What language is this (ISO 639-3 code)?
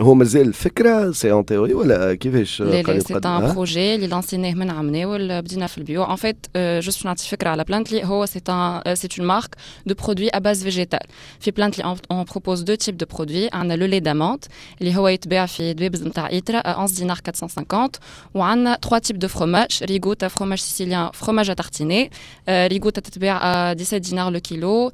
aeb